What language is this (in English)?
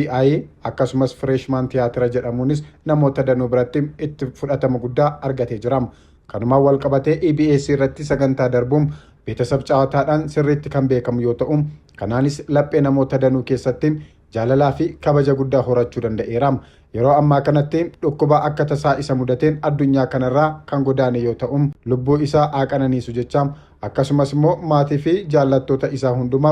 Oromo